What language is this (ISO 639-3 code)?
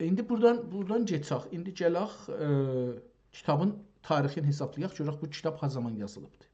azb